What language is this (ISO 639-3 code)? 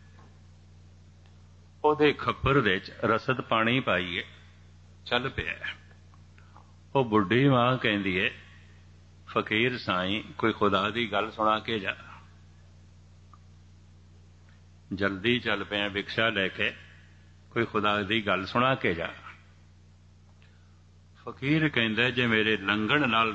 pan